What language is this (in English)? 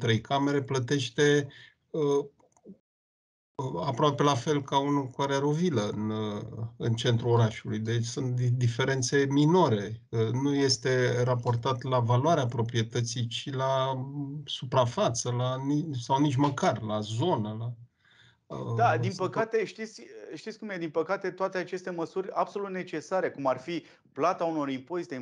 Romanian